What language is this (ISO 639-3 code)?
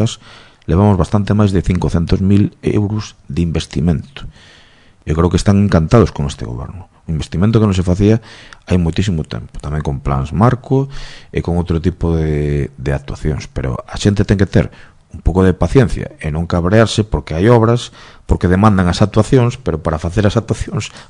glg